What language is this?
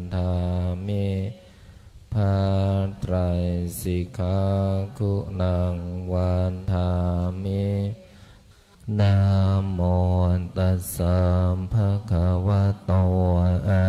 Pali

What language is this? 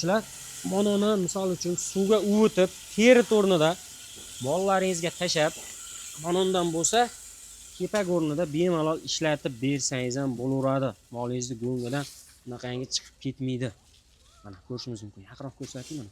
Uzbek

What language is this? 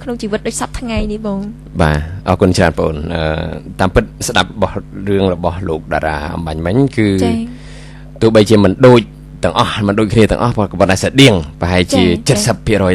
Khmer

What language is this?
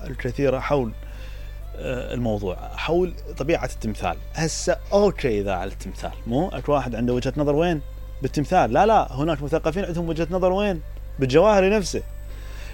Mesopotamian Arabic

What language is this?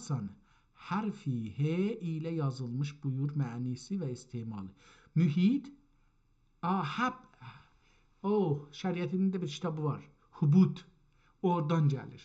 South Azerbaijani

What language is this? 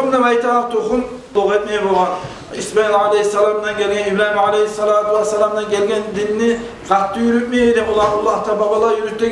Kumyk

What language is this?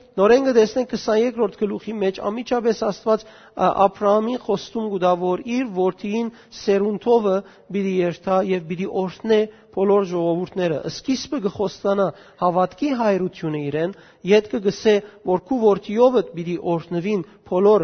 Western Armenian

